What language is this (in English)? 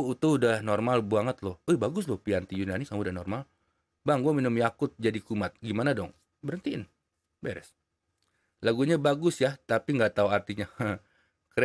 Indonesian